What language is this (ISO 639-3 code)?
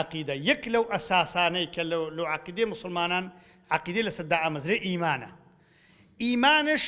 ckb